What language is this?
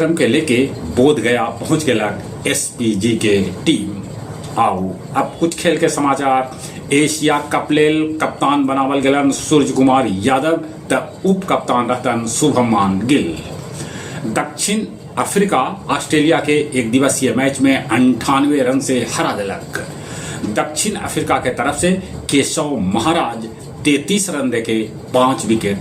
Magahi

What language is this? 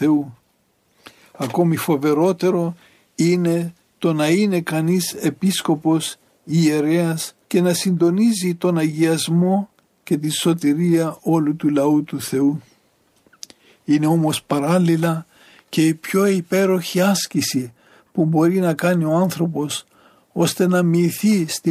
Greek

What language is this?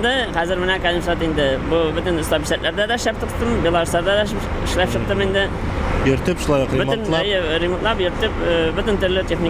Tatar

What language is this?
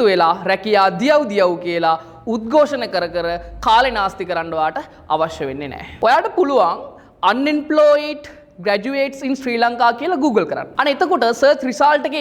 Sinhala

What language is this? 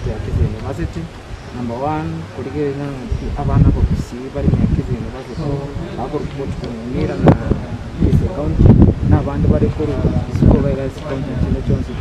Gusii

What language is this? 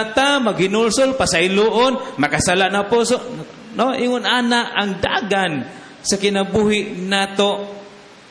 Cebuano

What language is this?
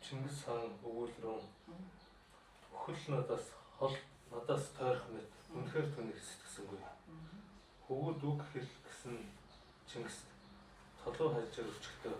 Mongolian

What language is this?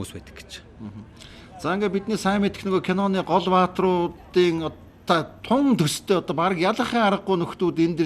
Mongolian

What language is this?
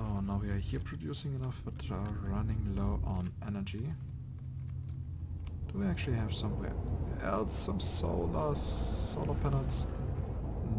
English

